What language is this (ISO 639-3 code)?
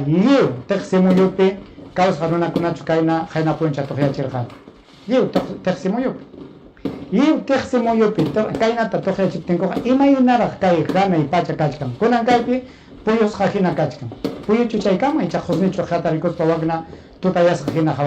quy